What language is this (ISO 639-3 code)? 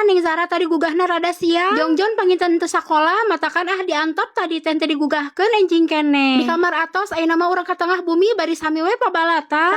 sun